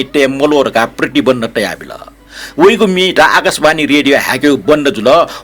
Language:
Newari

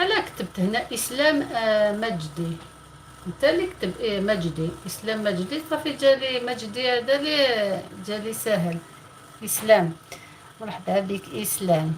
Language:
Algerian Arabic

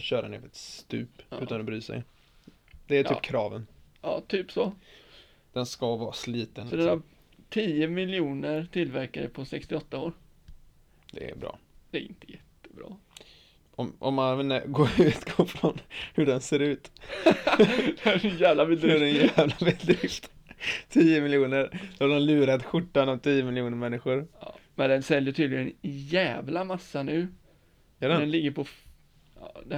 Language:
Swedish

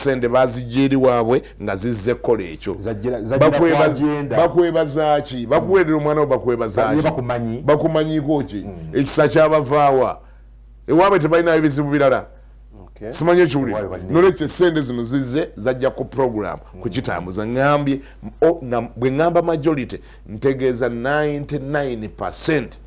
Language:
Ganda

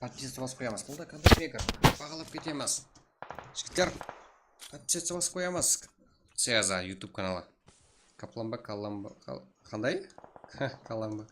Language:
Kara-Kalpak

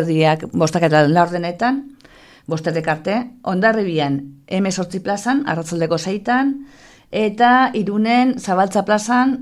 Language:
Basque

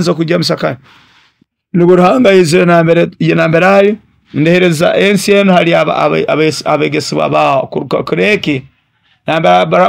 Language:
Nyoro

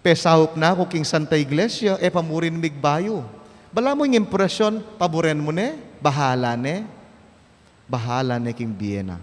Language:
Pampanga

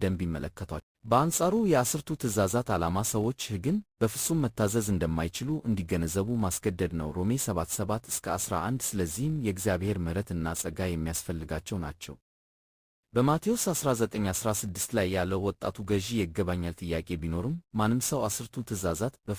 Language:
Amharic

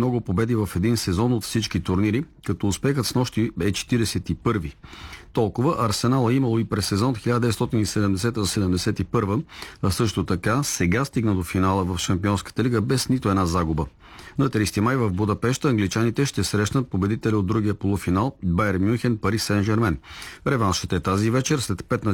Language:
Bulgarian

